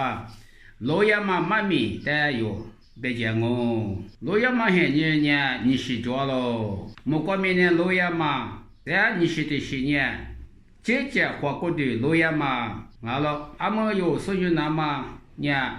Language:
Lisu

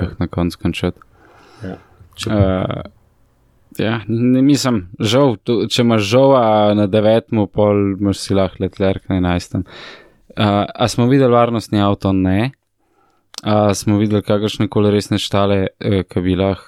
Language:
Slovenian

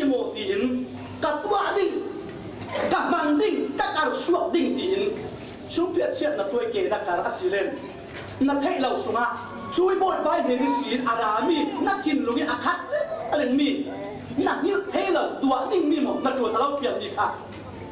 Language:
Falam Chin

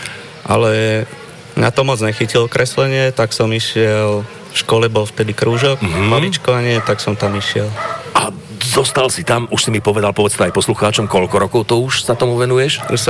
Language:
Slovak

